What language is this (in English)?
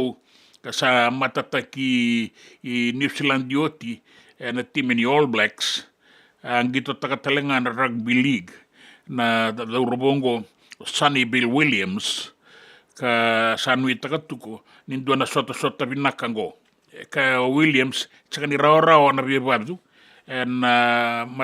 Fijian